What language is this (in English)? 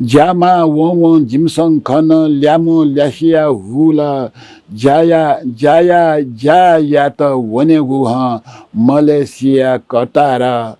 Newari